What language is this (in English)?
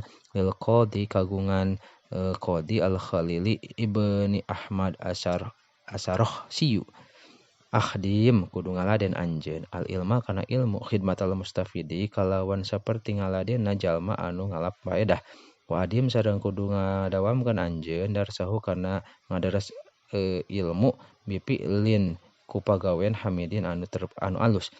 Sundanese